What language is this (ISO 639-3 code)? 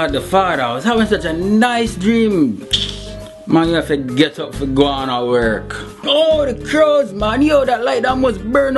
jam